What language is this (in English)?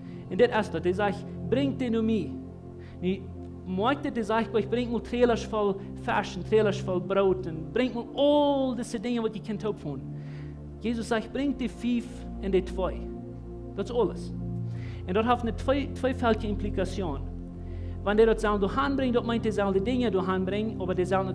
Plautdietsch